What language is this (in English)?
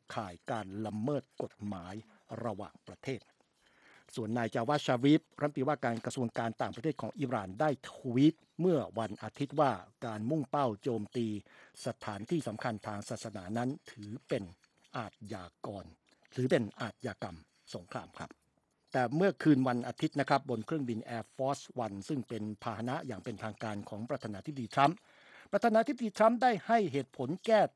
Thai